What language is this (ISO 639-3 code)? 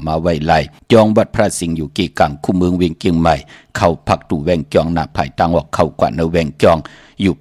shn